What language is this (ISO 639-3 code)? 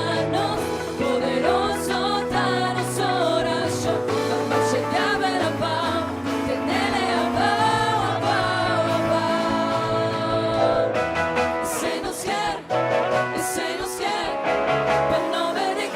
pap